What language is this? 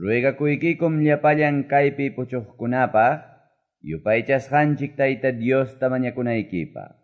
Quechua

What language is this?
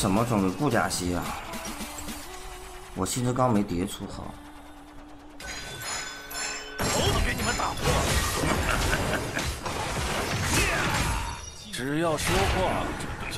Chinese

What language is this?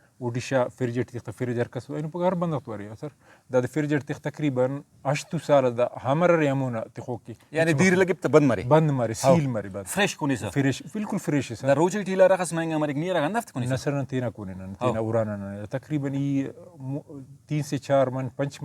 Brahui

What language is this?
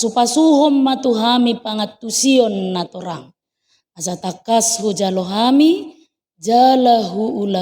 Batak Toba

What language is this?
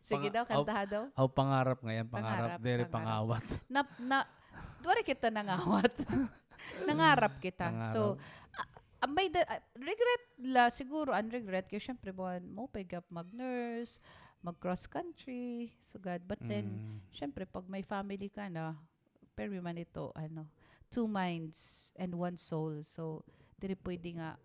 Waray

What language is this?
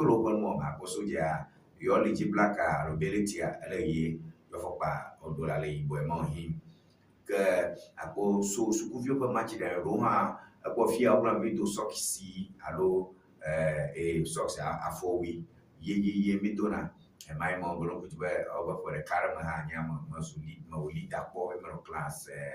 Ewe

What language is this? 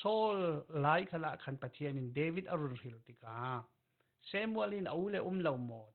Falam Chin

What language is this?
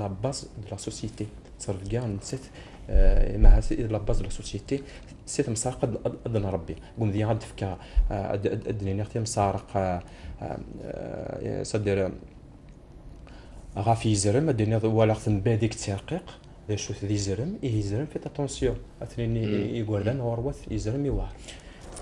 Kabyle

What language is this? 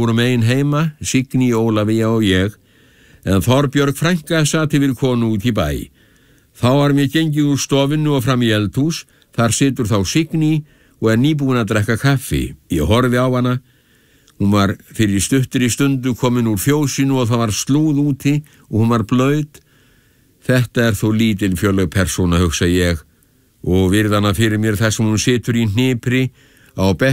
Icelandic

